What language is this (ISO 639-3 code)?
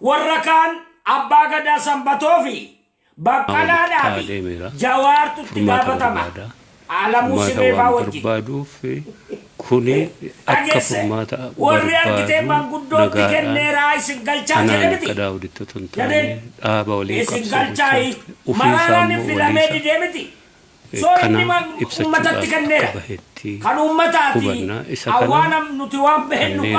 orm